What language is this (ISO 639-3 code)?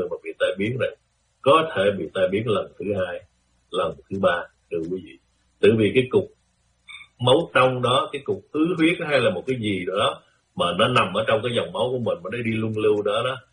vie